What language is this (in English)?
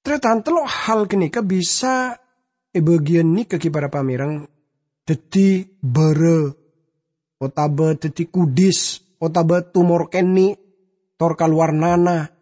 Madurese